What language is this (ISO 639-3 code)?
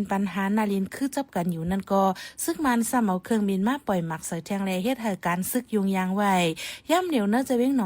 shn